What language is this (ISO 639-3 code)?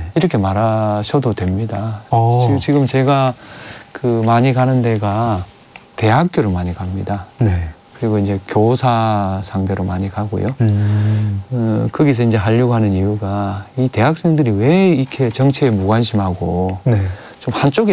kor